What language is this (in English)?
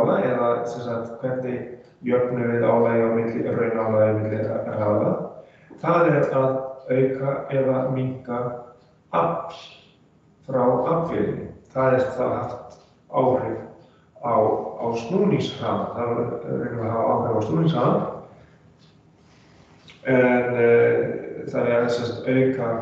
Icelandic